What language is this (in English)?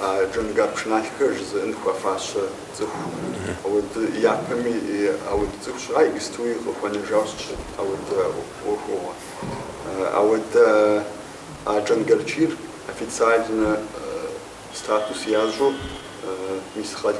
Kabardian